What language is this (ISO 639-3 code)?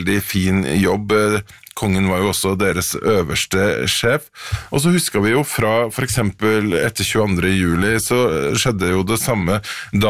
nor